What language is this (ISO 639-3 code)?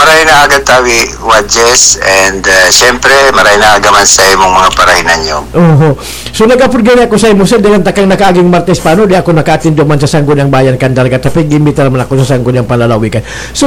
bik